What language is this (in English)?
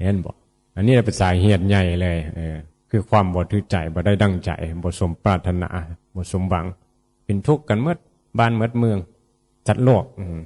Northeastern Thai